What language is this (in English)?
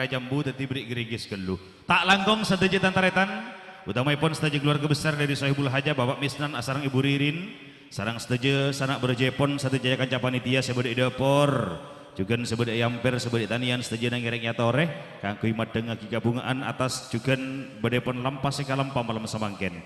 Madurese